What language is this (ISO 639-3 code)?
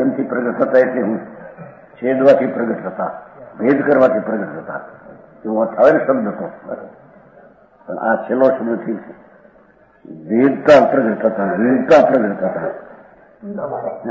guj